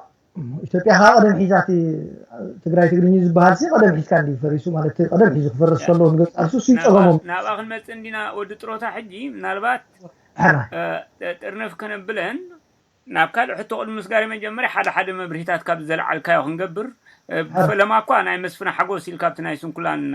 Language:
Tigrinya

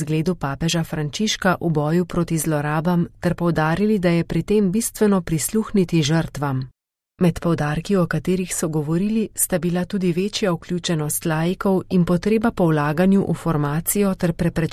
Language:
Slovenian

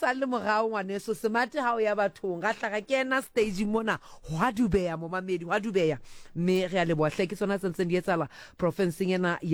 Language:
Southern Sotho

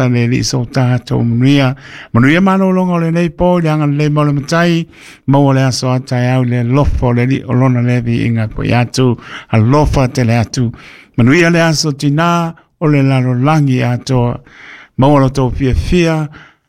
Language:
Samoan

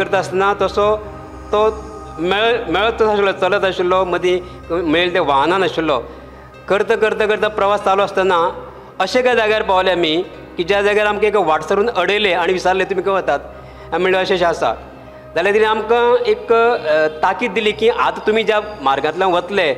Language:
Konkani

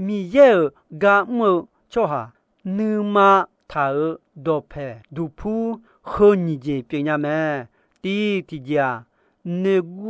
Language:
Akha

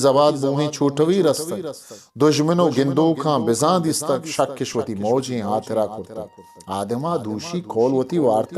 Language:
Eastern Balochi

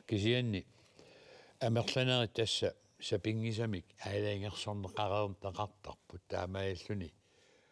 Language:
Kalaallisut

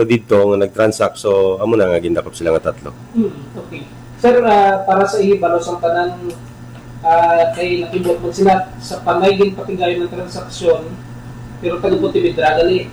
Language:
Hiligaynon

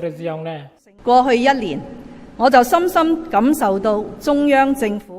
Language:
Tetum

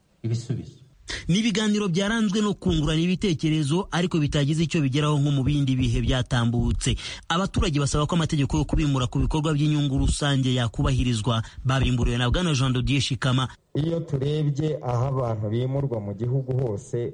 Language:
Kinyarwanda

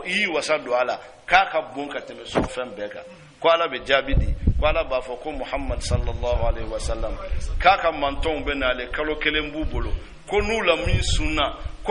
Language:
Bambara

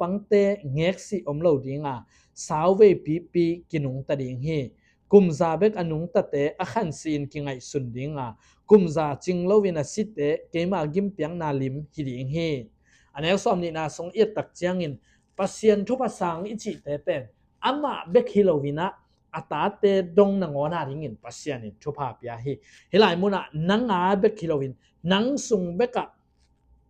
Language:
Tedim Chin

